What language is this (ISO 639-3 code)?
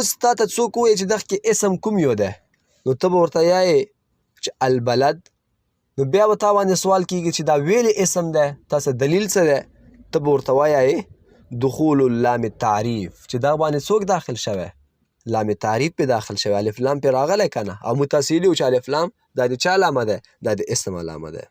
pus